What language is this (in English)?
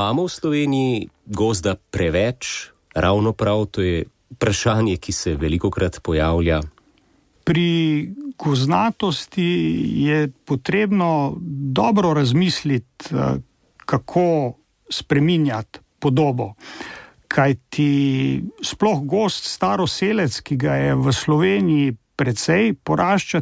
Slovenian